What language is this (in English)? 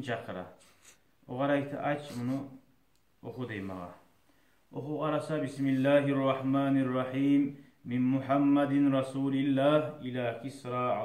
Kumyk